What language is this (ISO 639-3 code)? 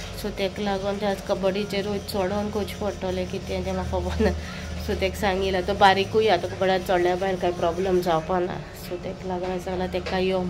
kok